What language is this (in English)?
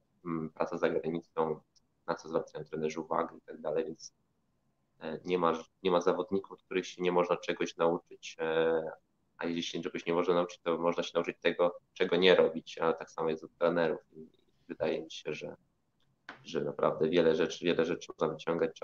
Polish